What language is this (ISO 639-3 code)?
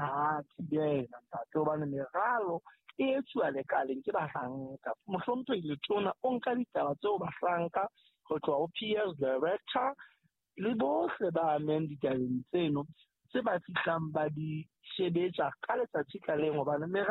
sot